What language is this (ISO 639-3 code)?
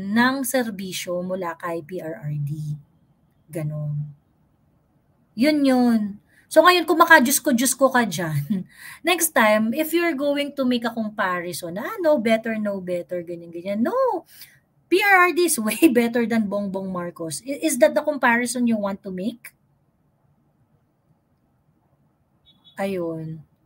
fil